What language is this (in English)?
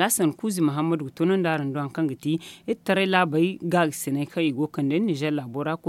Zarma